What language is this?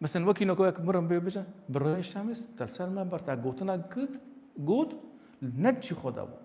Kurdish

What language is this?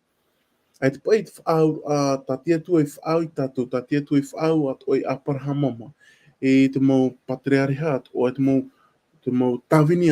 Tahitian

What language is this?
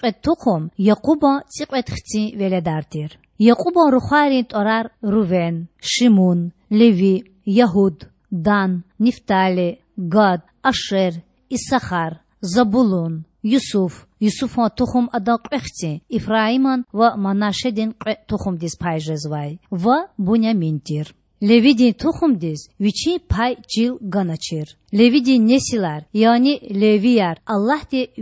Lezghian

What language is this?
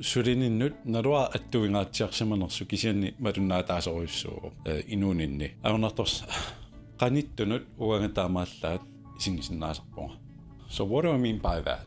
Kalaallisut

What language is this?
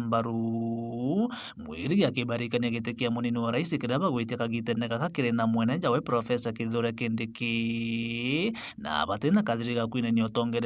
Meru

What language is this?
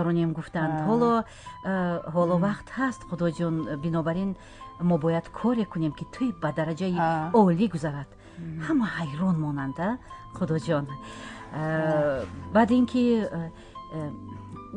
Tajik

